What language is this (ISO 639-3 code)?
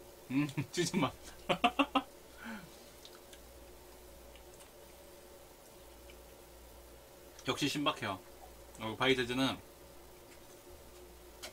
kor